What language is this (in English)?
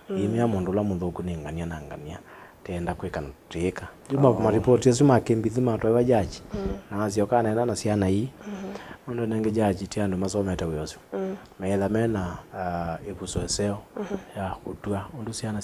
Kamba